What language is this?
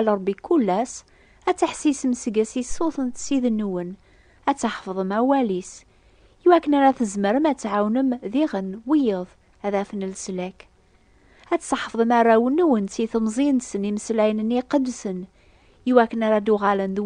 Kabyle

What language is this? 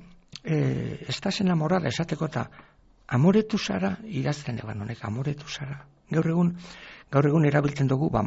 Basque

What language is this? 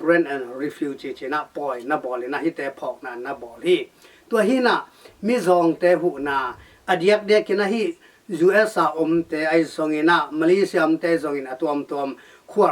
Tedim Chin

